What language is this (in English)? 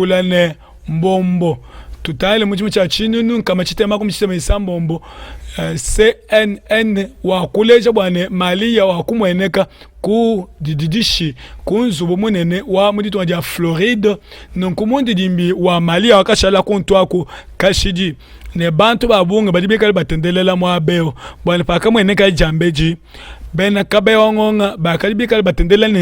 Luba-Lulua